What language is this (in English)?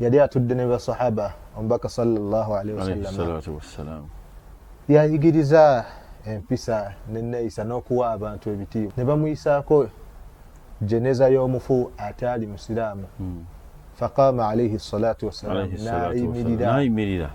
Ganda